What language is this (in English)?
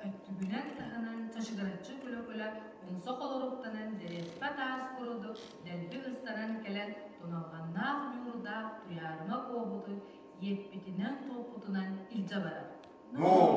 Yakut